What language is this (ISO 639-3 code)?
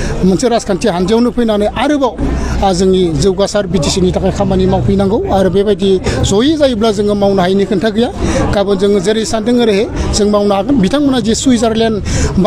brx